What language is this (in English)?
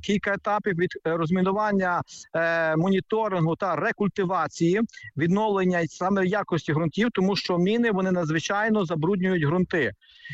Ukrainian